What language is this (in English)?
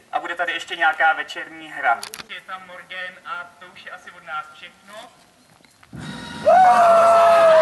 Czech